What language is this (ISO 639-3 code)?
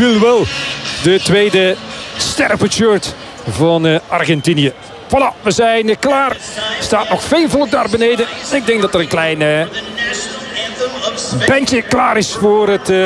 nld